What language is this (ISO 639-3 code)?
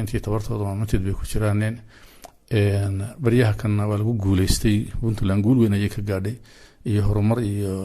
som